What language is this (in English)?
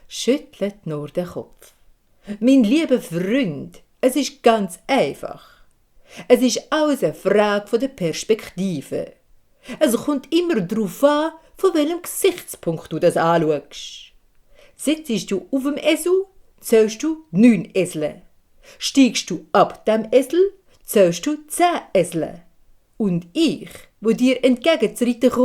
Swiss German